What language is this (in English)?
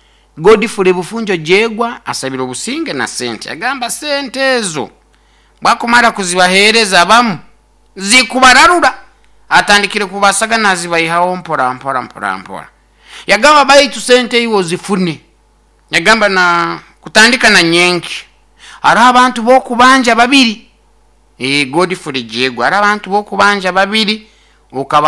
Nyoro